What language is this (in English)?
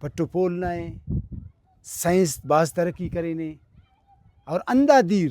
Brahui